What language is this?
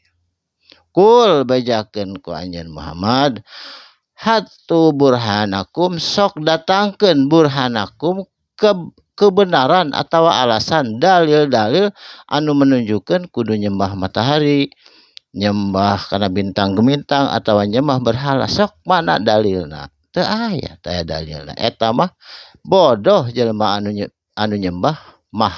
Sundanese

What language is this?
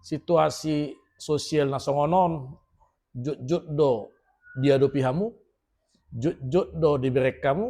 Batak Toba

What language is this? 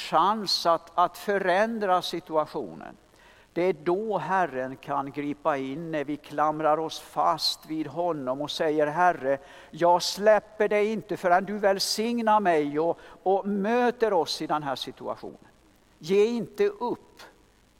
Swedish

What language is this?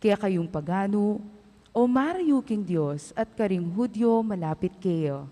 Pampanga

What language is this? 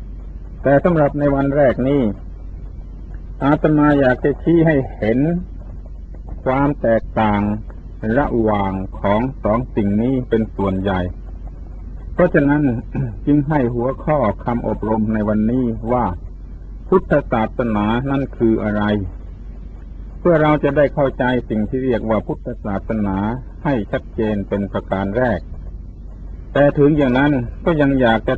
Thai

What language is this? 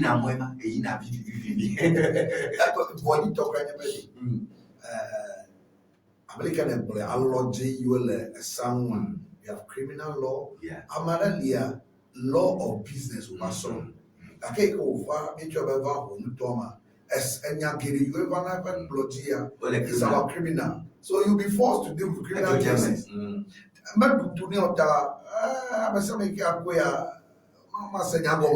Ewe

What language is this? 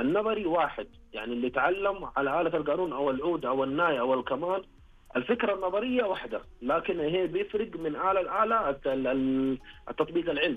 Najdi Arabic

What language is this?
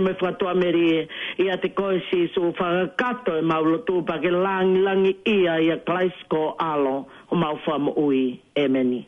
Tongan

